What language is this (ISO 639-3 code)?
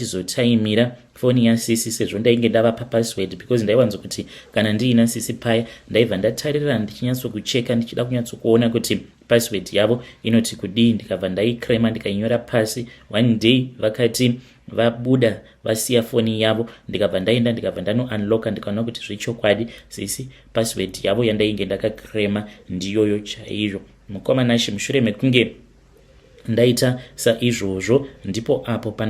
sna